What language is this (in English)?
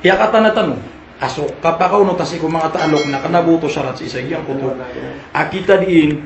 Maranao